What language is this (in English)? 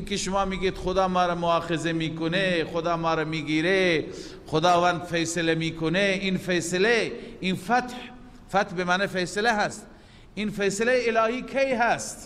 Persian